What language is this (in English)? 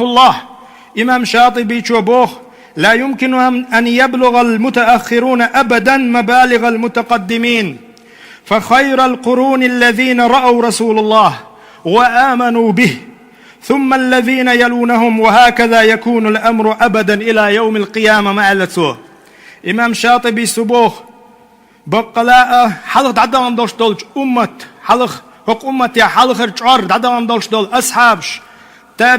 Chechen